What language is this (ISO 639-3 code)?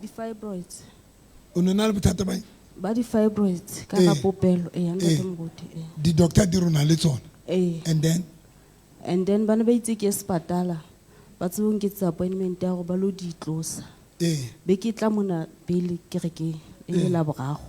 sot